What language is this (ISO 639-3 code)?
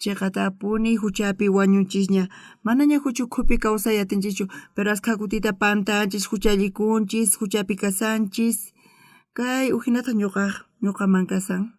quh